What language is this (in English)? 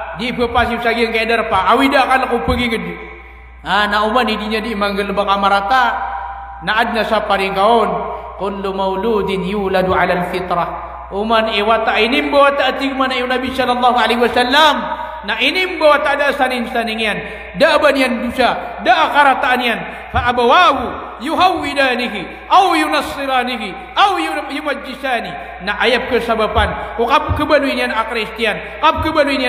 Maranao